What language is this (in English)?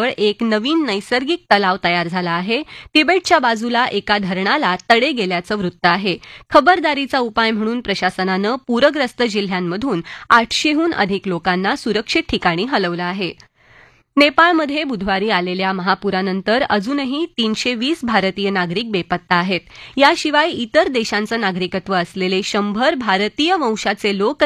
Marathi